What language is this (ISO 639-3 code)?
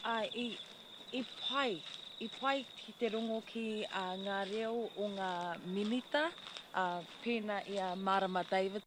mri